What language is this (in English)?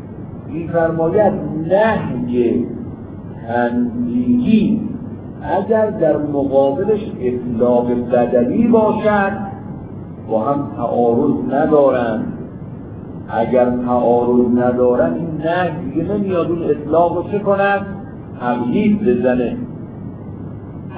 Persian